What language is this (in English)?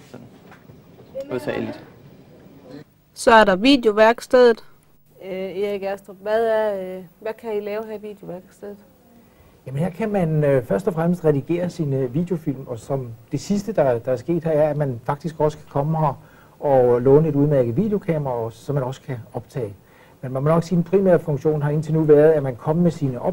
Danish